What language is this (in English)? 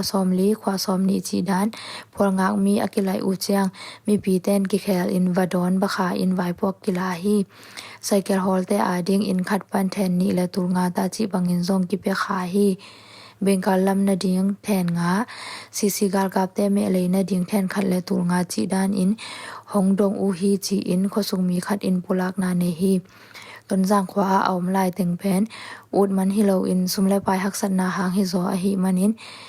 Tedim Chin